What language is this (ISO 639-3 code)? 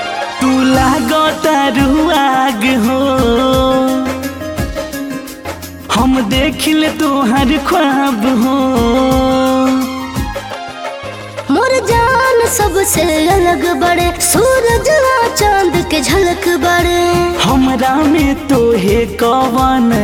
bho